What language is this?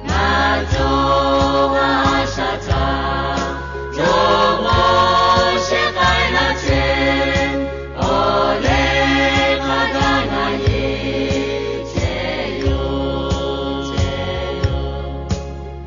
Lahu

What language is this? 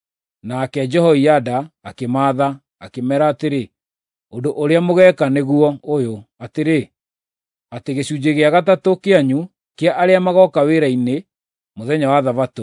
Kikuyu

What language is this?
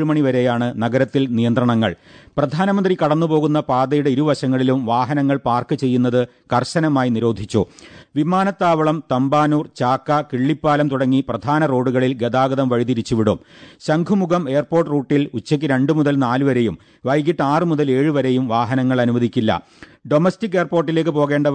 Malayalam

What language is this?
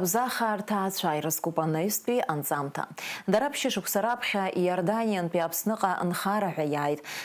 Abkhazian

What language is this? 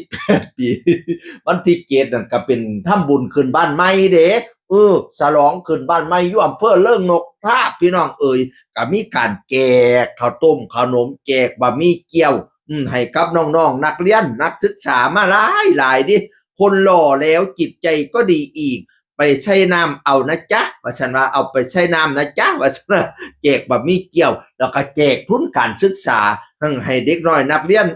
Northeastern Thai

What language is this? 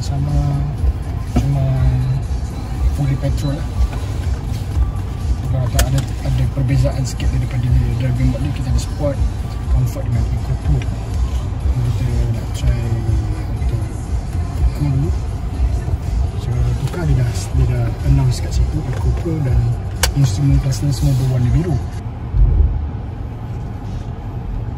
Malay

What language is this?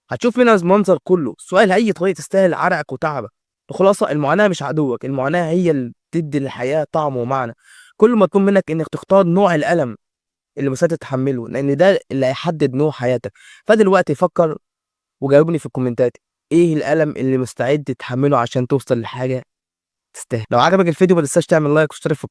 Egyptian Arabic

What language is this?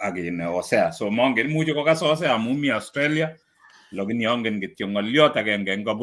Kalenjin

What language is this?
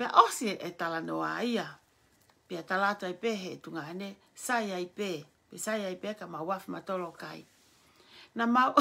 Tongan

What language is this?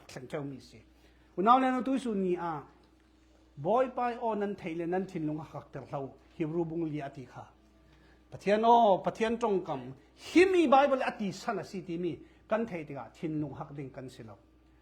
Falam Chin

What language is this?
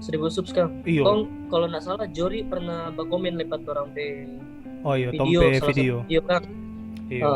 Manado Malay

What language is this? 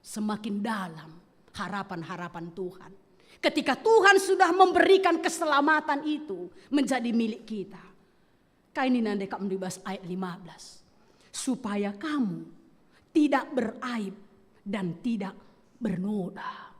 Batak Karo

